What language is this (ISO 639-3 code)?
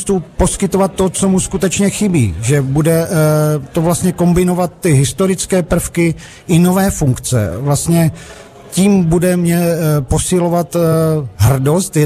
ces